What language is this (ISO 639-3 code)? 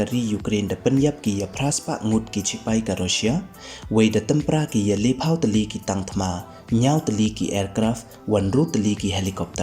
pbv